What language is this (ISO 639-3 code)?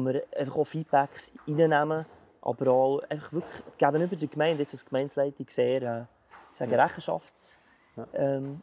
gsw